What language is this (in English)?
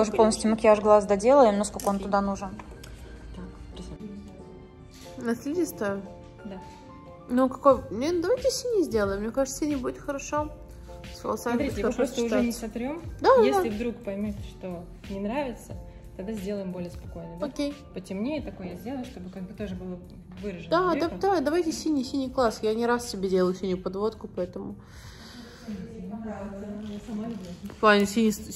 Russian